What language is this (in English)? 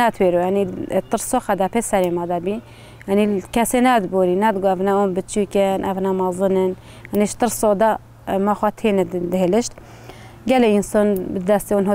Kurdish